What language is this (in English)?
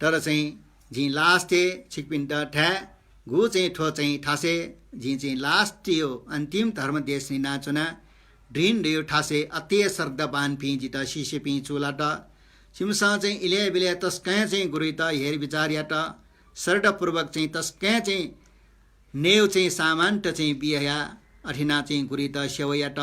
Newari